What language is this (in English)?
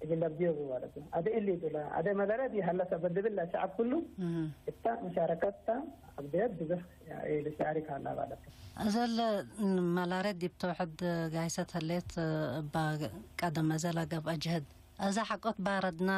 Tigre